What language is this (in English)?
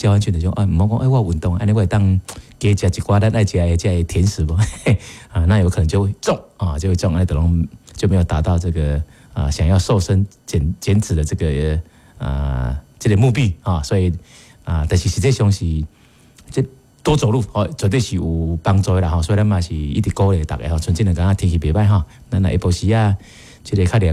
Min Nan Chinese